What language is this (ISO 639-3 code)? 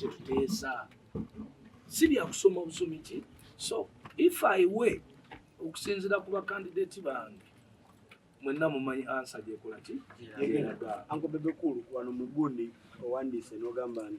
lug